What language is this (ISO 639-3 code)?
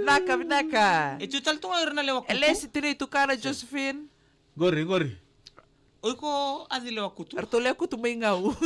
fij